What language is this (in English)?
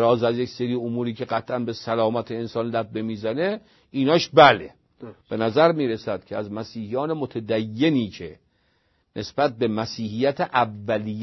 Persian